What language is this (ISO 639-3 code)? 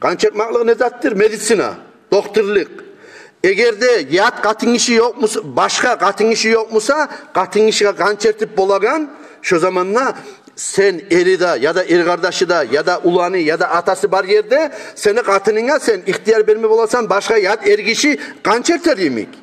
kum